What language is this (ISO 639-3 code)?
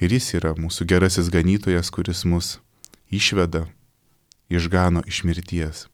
lit